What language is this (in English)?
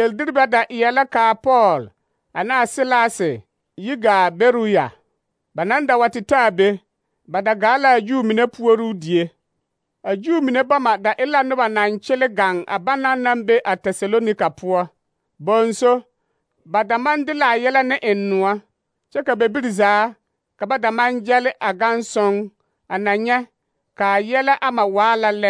Southern Dagaare